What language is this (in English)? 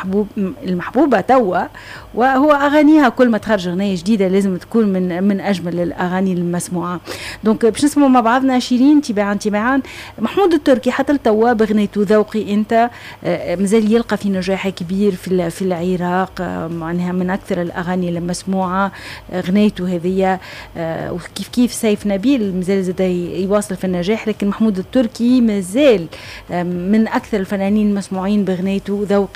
Tunisian Arabic